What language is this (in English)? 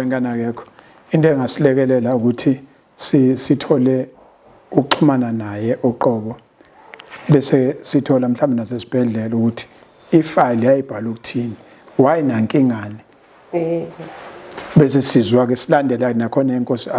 Zulu